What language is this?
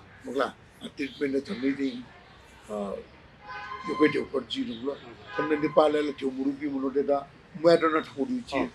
Newari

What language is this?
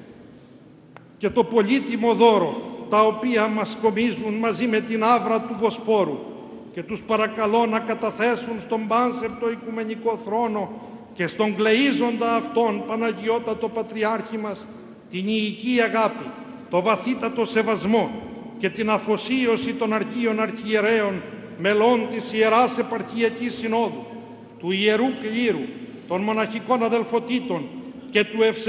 Greek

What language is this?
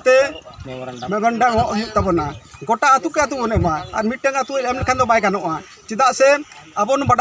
Santali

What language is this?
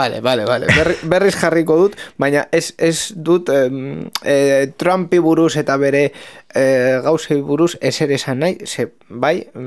Basque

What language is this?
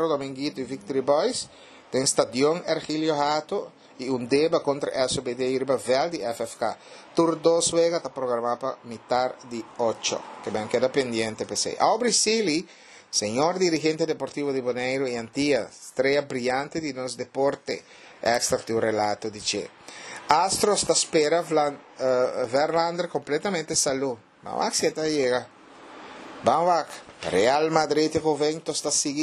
Papiamento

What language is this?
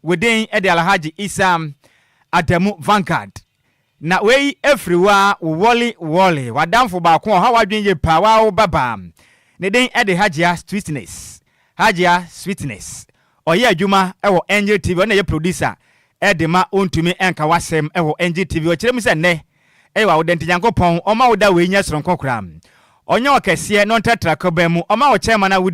Akan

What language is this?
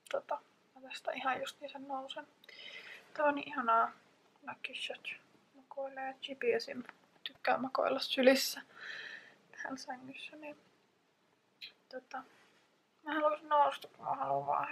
Finnish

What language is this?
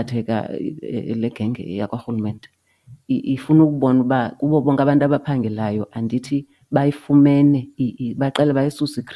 Xhosa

